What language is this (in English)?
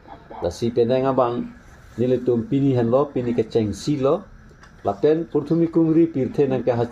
Karbi